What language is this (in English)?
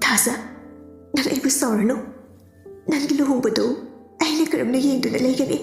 Manipuri